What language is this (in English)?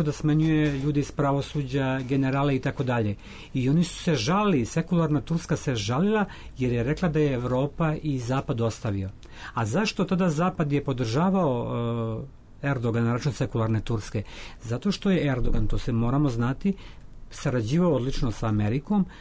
Serbian